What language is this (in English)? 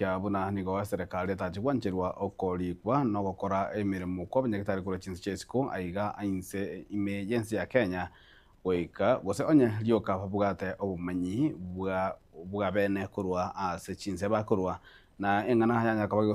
Gusii